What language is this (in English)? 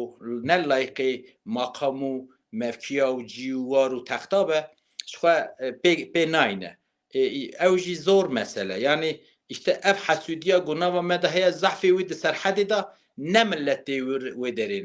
Kurdish